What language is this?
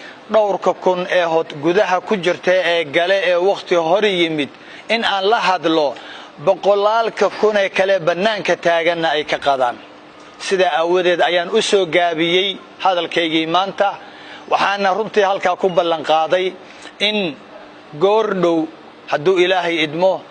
Somali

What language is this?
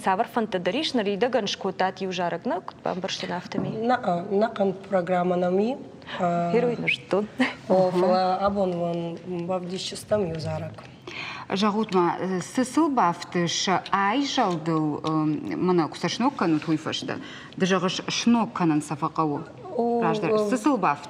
Ossetic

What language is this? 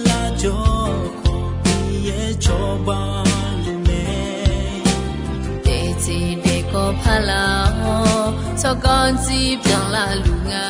Akha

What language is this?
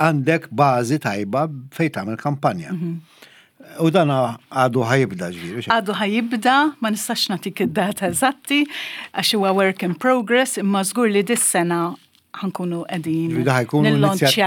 Maltese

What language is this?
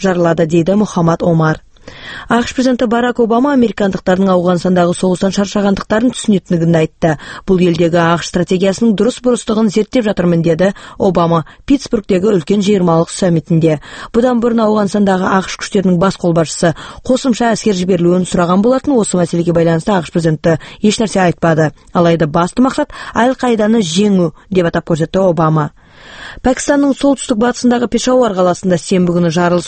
Kazakh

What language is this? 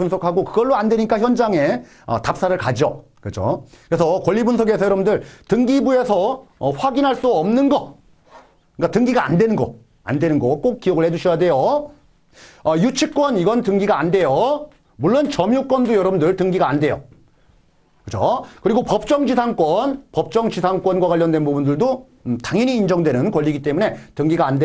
Korean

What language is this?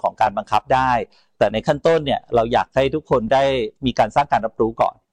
Thai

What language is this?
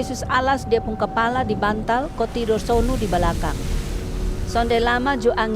Kupang Malay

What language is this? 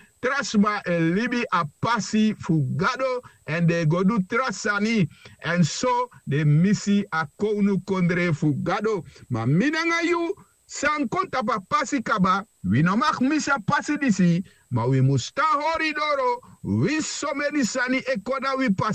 Sranan Tongo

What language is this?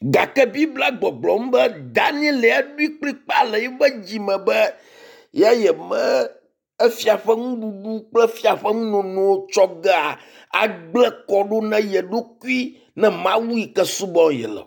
Ewe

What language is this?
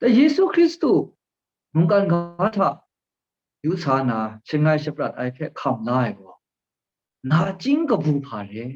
Kachin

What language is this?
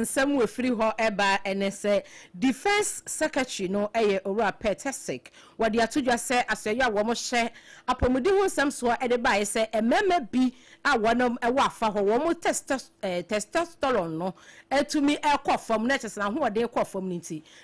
Akan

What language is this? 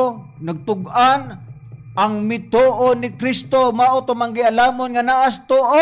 Cebuano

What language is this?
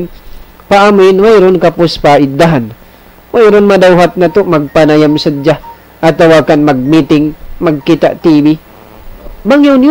Tausug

